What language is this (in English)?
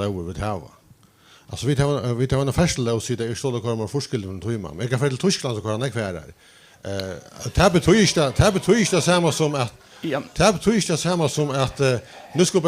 Faroese